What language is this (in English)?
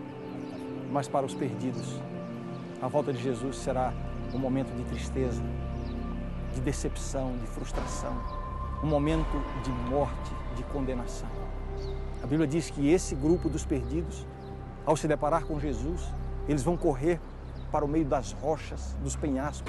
Portuguese